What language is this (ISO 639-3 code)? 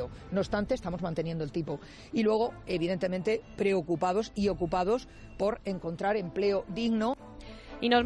spa